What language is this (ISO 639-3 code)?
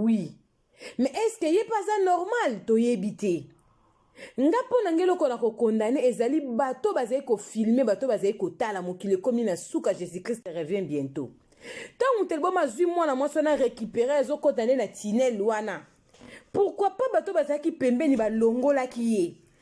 lin